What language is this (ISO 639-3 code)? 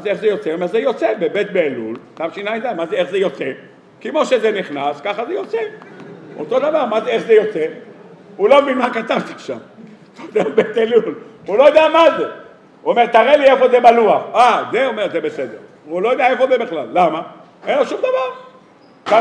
heb